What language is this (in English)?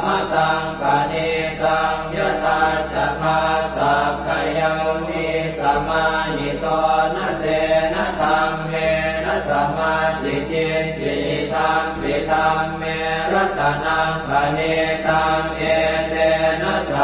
Pali